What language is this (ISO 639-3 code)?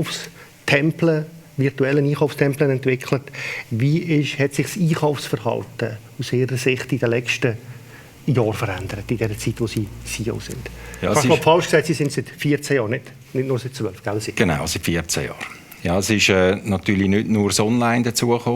gsw